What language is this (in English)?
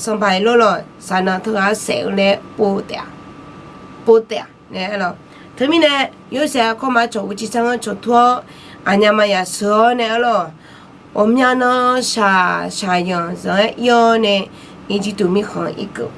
Akha